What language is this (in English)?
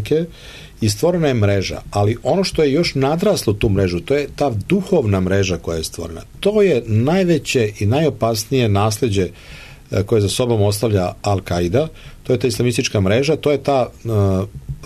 Serbian